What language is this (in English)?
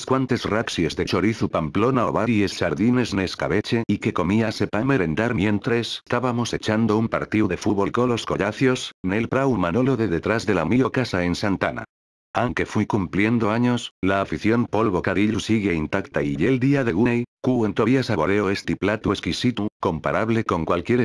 Asturian